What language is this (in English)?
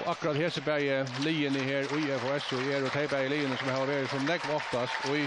Faroese